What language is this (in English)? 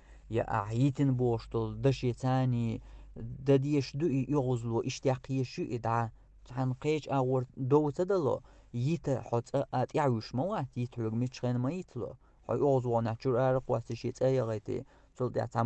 Chechen